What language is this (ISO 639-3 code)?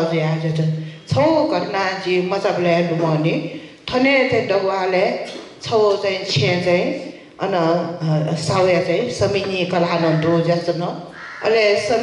new